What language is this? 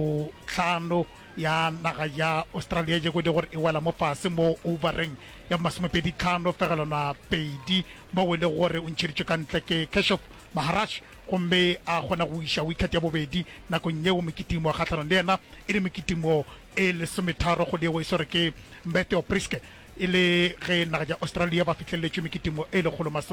Northern Sotho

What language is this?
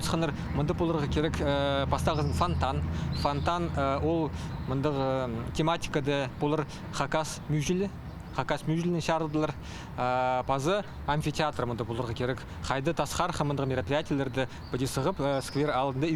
Khakas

